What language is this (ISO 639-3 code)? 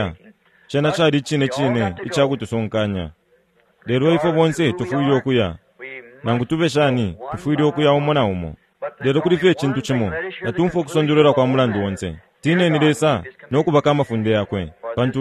bem